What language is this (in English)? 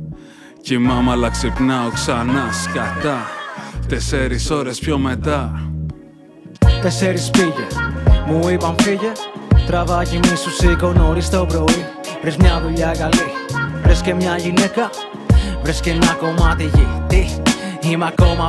Greek